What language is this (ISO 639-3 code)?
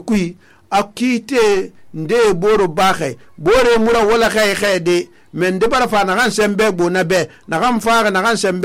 sus